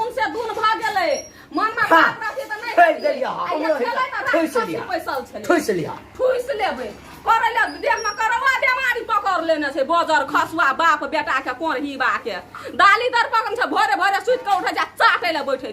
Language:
Maithili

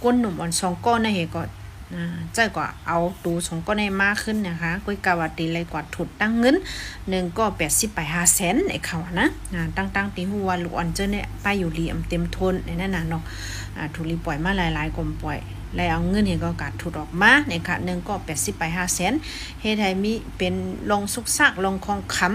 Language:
Shan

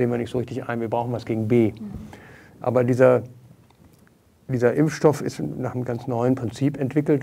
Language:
German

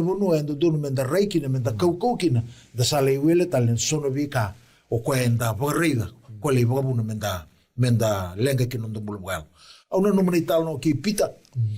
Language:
Fijian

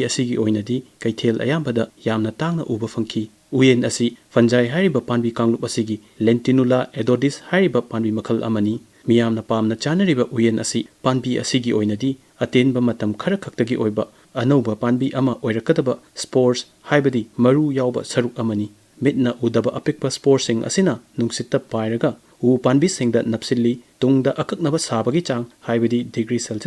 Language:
Manipuri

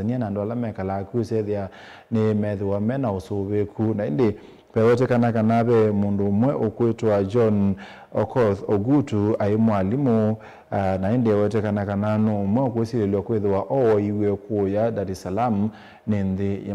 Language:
Kamba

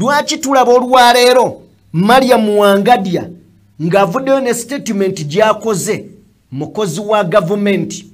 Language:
Ganda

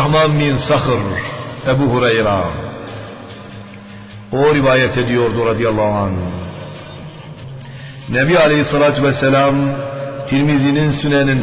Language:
Turkish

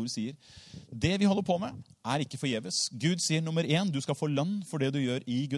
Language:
Norwegian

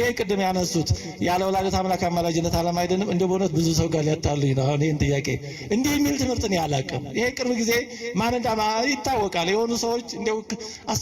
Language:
Amharic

